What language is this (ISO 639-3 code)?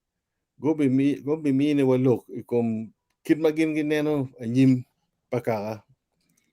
ach